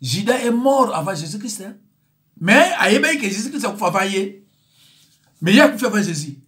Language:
Lingala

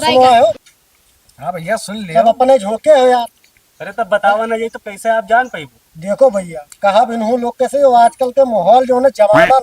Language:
Awadhi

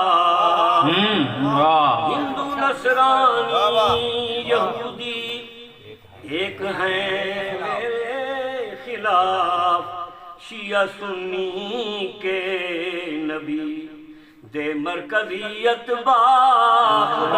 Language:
Saraiki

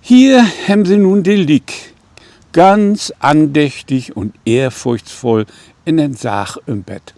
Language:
Low German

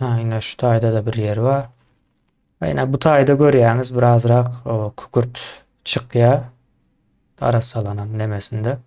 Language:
Turkmen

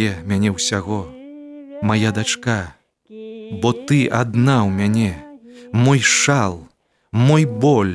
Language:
Belarusian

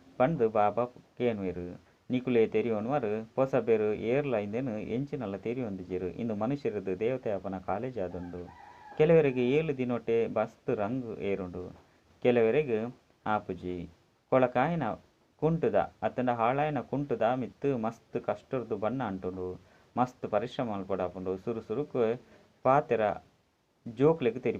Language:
Tulu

